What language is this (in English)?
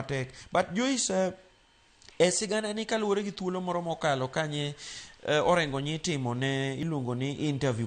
Luo (Kenya and Tanzania)